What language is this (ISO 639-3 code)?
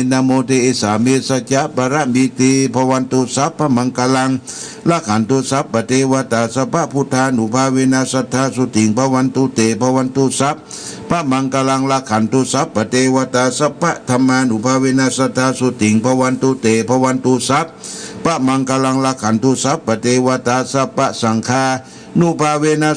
pli